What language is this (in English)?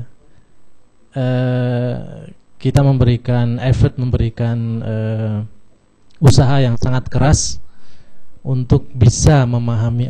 Indonesian